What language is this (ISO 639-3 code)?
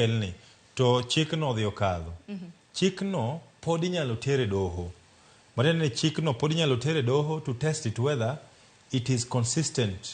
luo